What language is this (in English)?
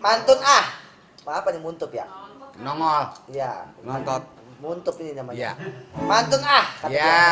Betawi